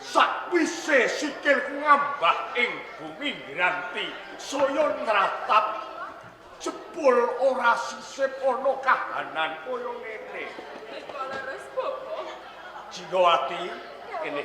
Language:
Javanese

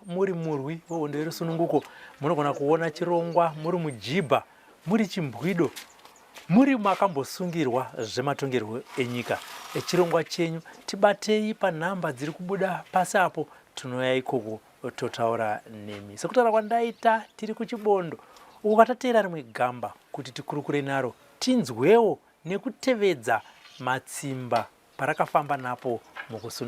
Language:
Shona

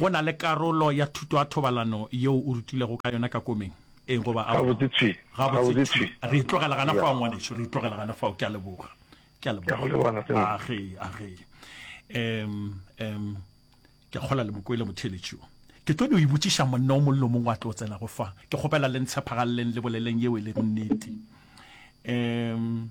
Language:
Northern Sotho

